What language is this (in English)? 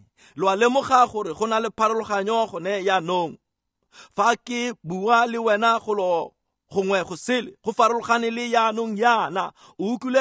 Tswana